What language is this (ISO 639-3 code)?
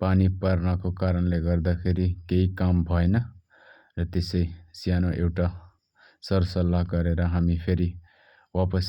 nep